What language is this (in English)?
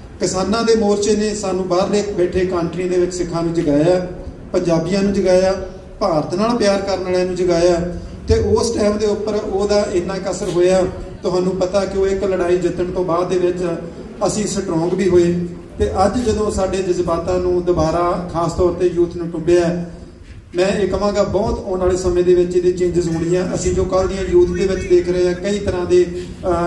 Punjabi